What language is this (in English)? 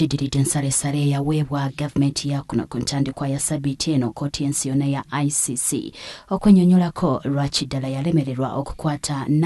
Ganda